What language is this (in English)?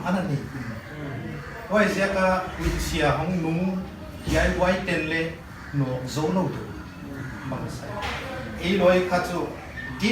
Paite Chin